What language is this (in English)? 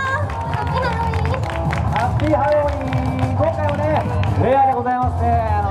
Japanese